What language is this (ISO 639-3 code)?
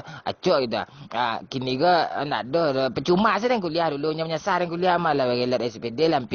min